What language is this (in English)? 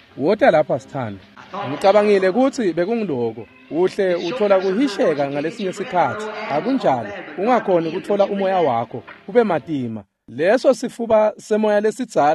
Swati